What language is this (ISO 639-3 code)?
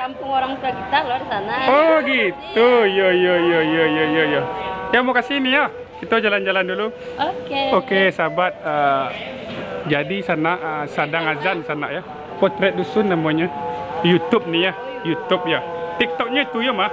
min